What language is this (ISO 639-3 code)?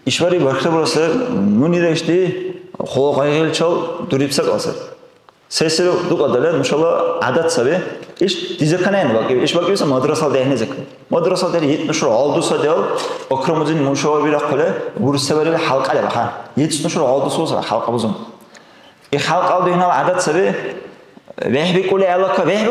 dar